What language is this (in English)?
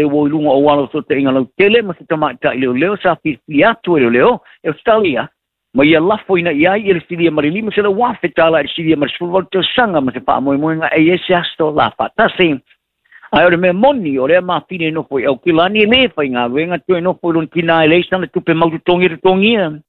Samoan